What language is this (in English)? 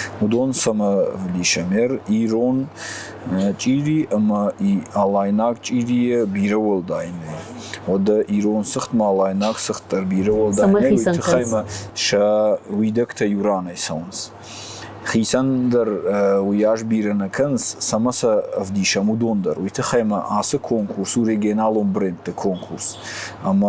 Ossetic